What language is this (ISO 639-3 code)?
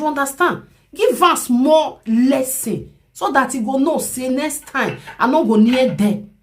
pcm